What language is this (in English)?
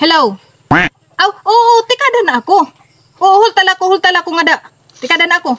Waray